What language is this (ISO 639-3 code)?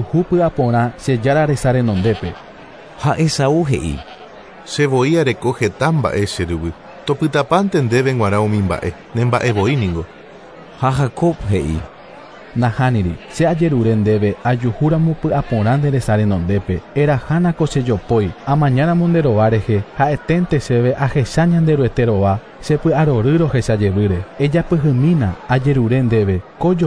grn